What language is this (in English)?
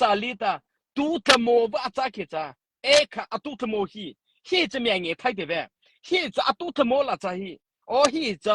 Mara Chin